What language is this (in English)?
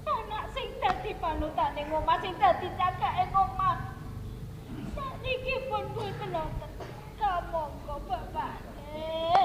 Javanese